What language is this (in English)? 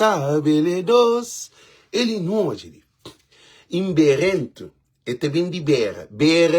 Kabuverdianu